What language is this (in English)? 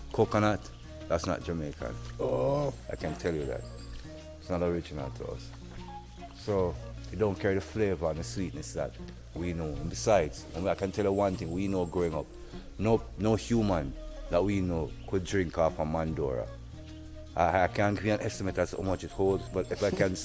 Jamaican Creole English